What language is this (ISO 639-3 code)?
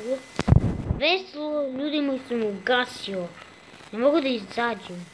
bos